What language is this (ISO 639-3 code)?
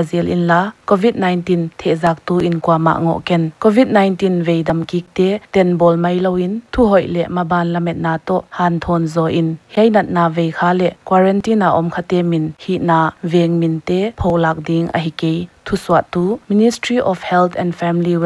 pck